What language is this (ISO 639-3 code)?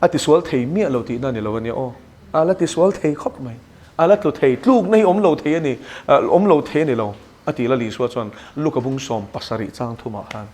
lus